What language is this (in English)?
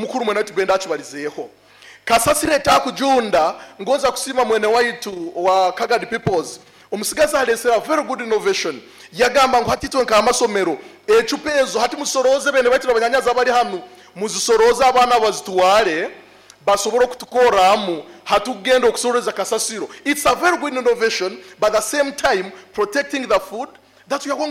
Nyoro